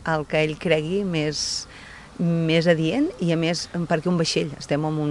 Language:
Catalan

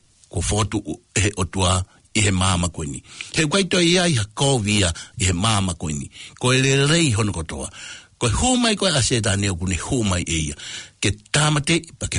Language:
Tongan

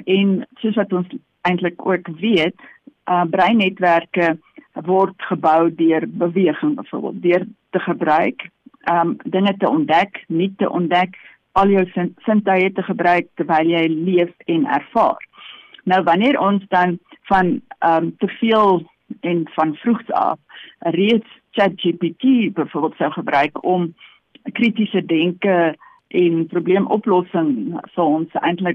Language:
Afrikaans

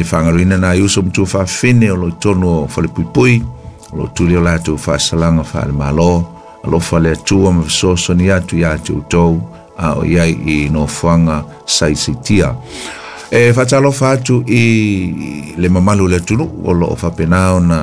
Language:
Samoan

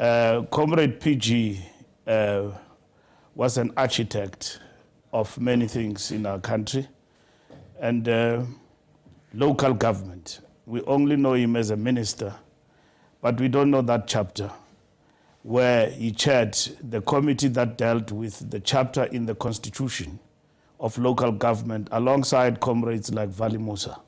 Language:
Venda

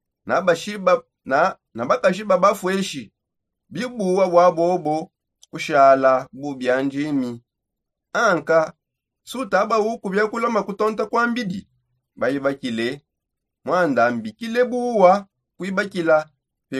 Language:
Songe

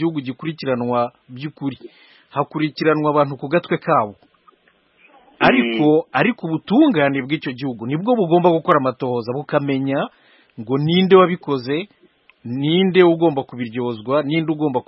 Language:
Kinyarwanda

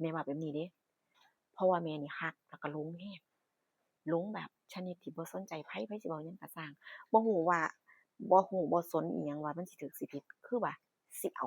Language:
Northeastern Thai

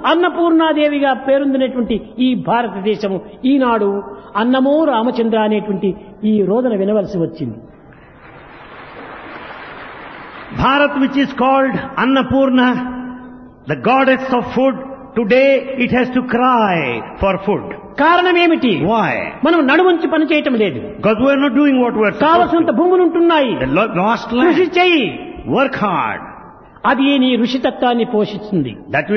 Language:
Telugu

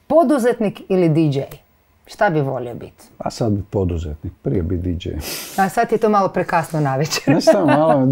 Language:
Croatian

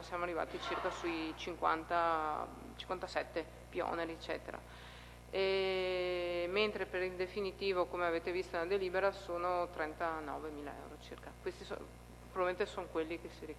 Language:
Italian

